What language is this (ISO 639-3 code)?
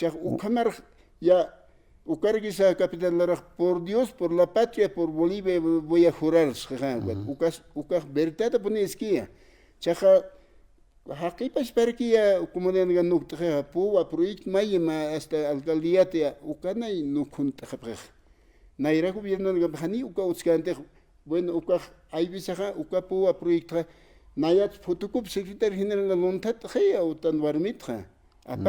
aym